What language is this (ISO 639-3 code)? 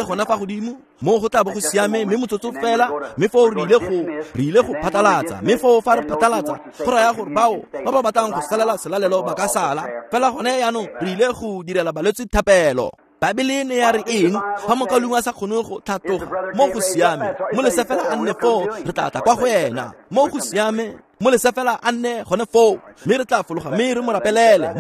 tsn